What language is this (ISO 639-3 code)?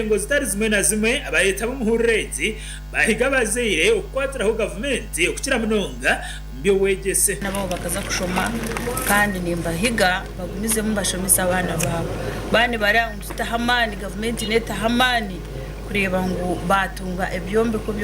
nyn